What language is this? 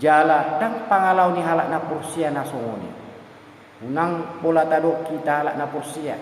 Batak Toba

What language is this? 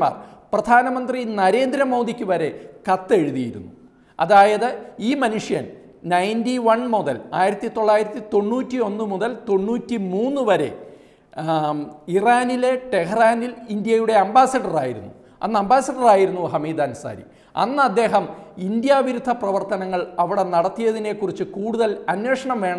Malayalam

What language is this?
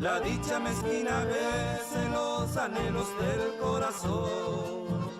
Guarani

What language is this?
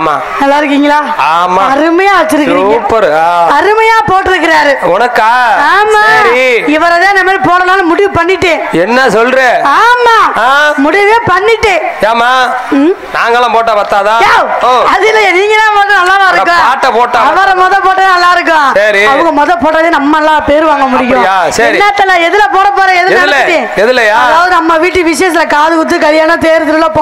Tamil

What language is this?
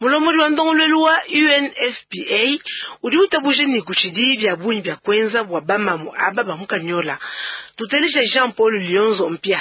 Luba-Lulua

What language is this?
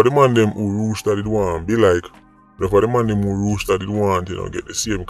Jamaican Creole English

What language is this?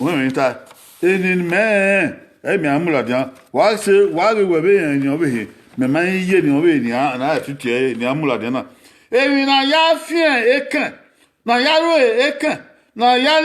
Bini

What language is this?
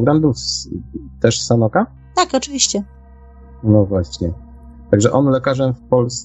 Polish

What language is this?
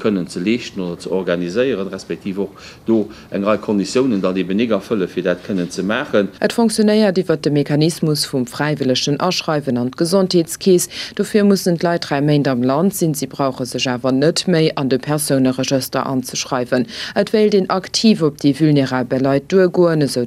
Luxembourgish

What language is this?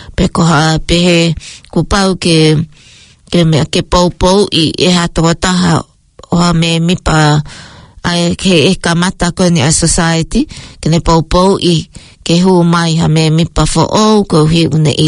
Tongan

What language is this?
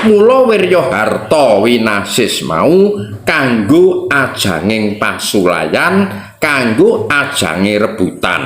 Javanese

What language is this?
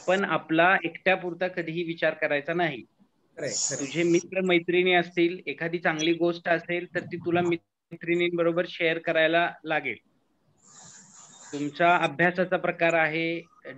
Marathi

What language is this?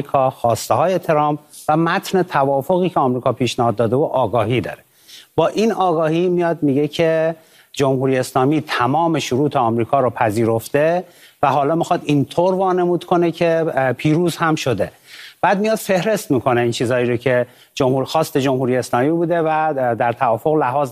Persian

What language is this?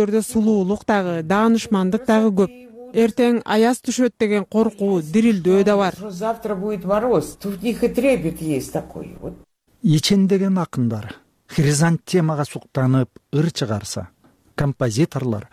Kyrgyz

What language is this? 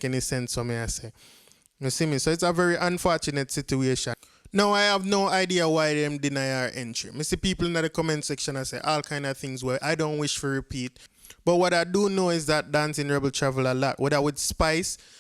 Jamaican Creole English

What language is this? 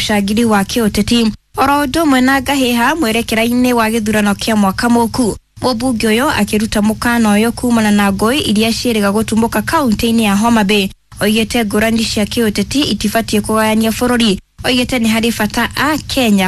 Kikuyu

